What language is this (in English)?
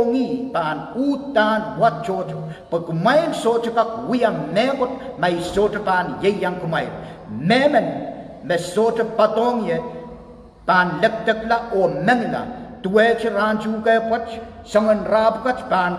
Pohnpeian